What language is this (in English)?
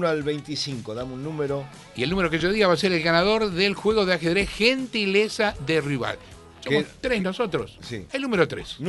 Spanish